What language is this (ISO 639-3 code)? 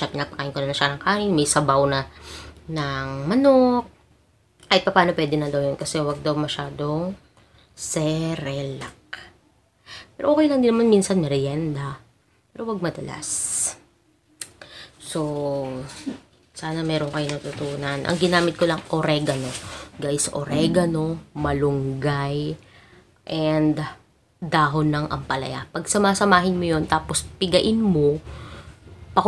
fil